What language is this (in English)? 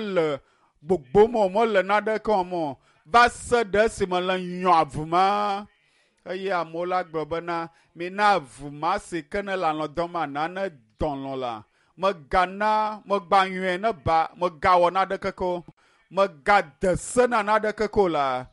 Ewe